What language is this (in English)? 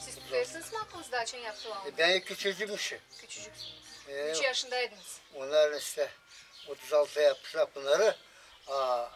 Gagauz